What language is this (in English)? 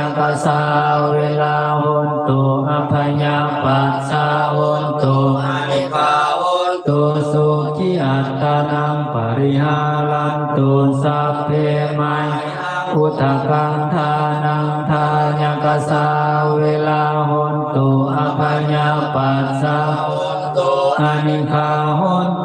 Pali